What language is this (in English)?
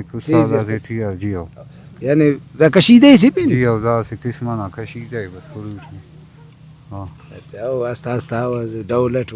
Brahui